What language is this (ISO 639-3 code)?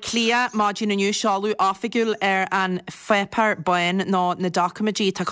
gle